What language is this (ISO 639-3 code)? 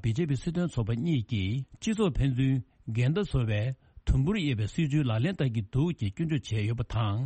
bod